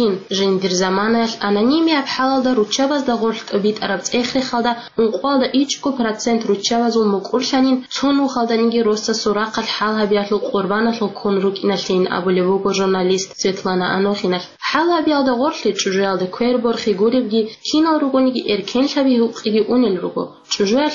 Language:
Avaric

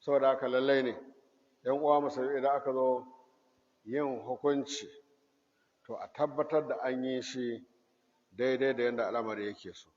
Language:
Hausa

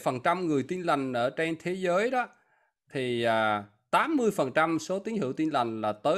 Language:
Vietnamese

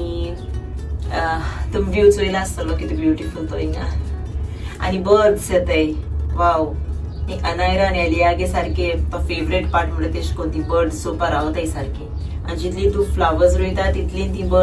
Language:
Konkani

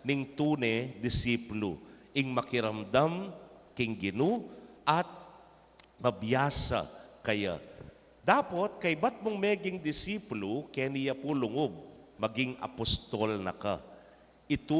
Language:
Pampanga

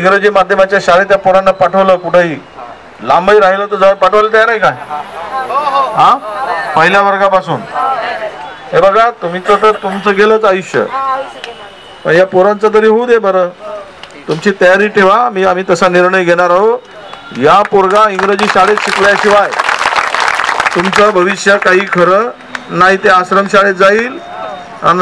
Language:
Marathi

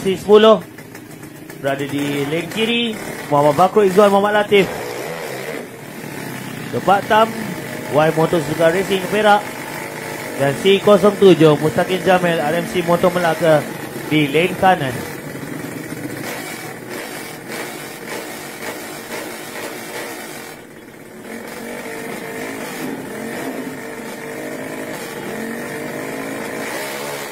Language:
Malay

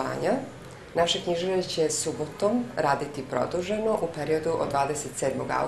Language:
Serbian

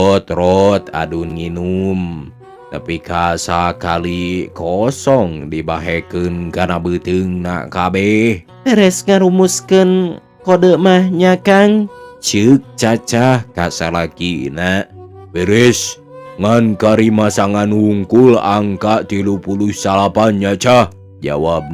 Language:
Sundanese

